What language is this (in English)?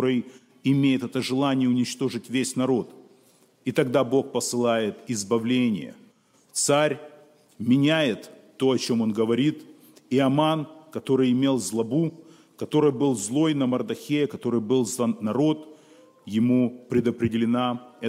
Russian